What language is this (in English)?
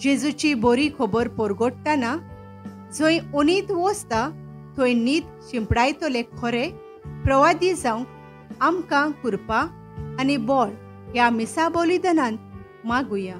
Konkani